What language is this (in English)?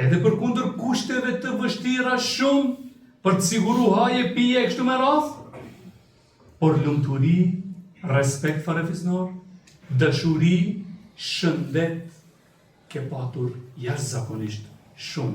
Albanian